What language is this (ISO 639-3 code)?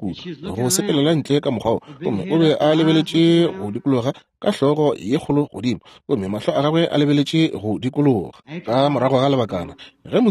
nso